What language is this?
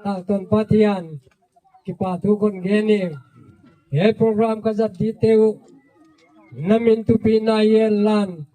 Gangte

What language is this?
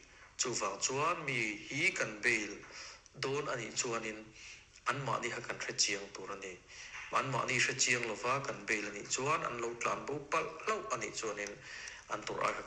Mizo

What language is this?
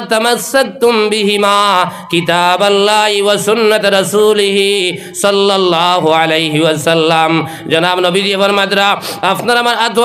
Sylheti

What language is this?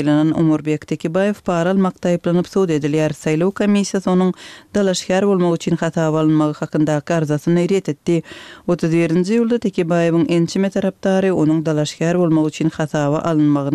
Turkmen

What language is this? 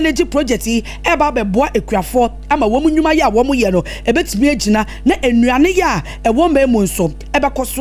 Akan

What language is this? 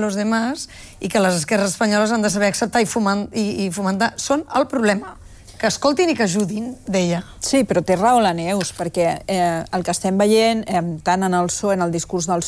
Catalan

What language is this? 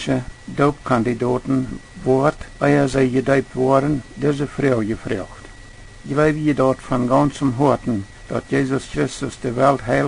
Plautdietsch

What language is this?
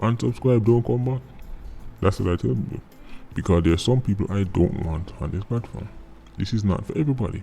Jamaican Creole English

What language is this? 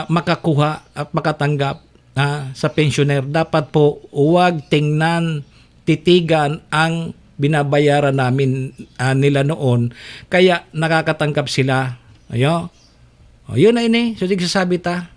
Bikol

